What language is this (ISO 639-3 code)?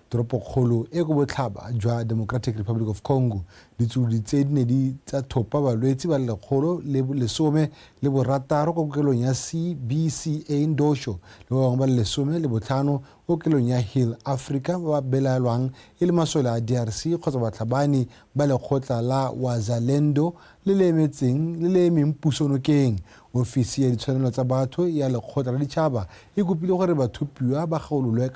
tsn